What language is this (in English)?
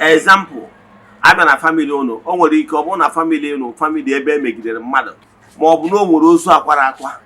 Igbo